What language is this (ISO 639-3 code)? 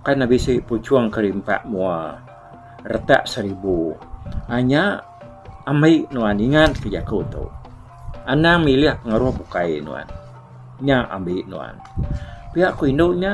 iba